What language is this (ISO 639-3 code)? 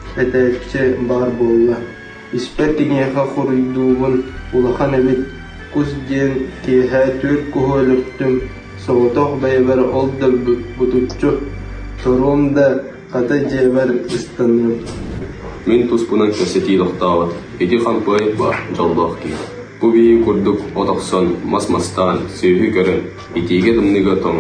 sah